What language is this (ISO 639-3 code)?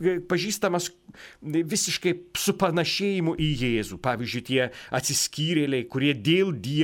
lit